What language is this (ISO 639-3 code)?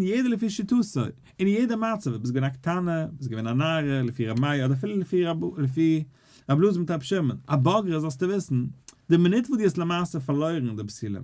yid